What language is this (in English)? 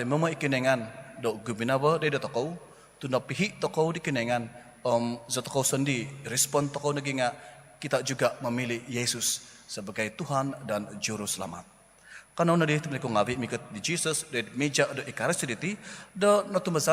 Central Dusun